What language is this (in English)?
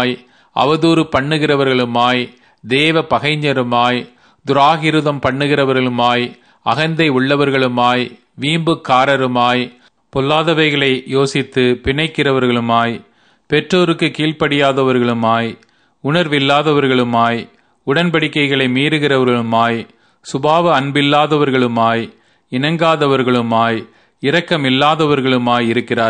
Tamil